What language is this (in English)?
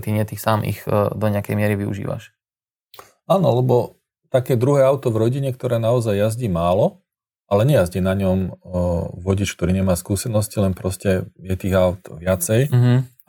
Slovak